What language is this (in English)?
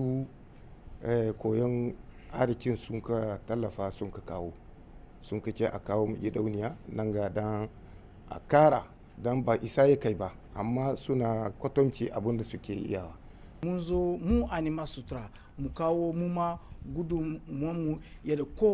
Hausa